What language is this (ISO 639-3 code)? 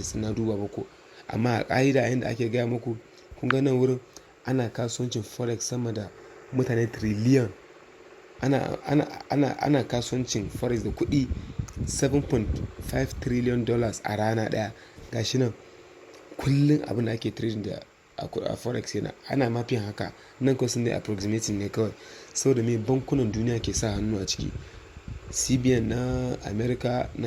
hau